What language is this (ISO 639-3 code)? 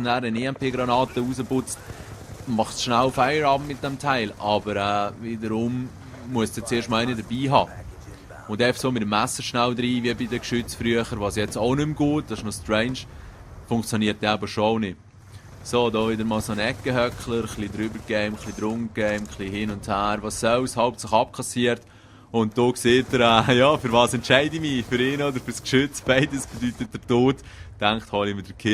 gsw